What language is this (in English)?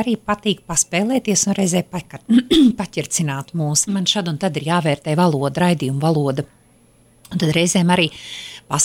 Latvian